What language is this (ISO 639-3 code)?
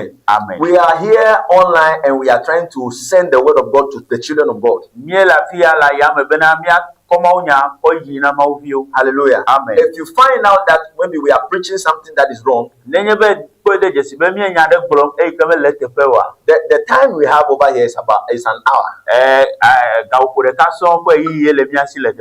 ewe